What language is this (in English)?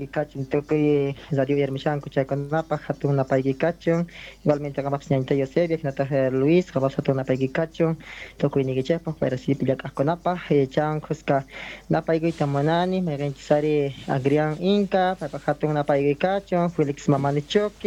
South Bolivian Quechua